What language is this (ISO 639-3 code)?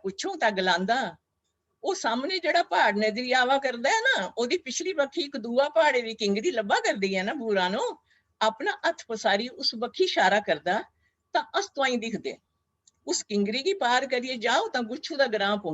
doi